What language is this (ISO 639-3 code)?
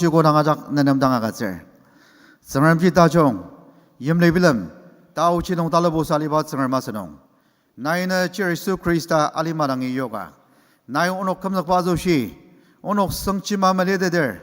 njo